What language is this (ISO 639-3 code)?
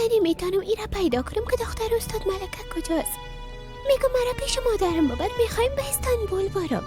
fas